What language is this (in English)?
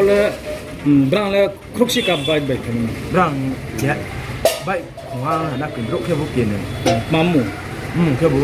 Riang (India)